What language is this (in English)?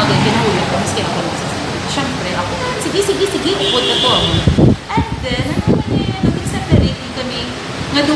Hiligaynon